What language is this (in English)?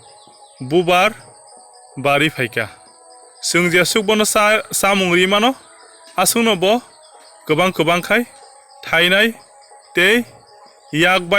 Kok Borok